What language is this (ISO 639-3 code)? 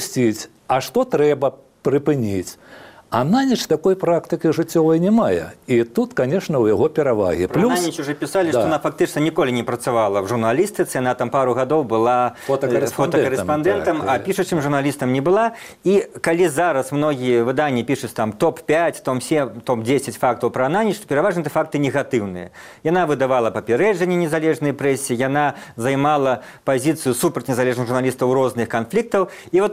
bel